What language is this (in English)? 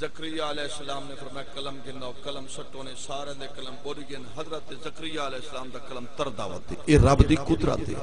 Saraiki